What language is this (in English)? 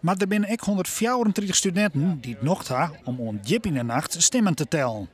Western Frisian